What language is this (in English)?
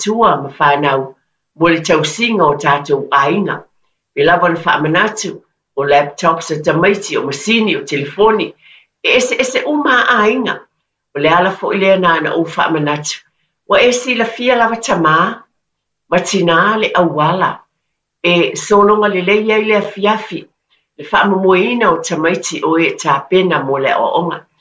Samoan